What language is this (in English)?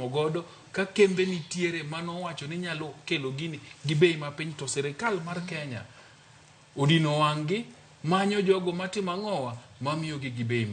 Luo (Kenya and Tanzania)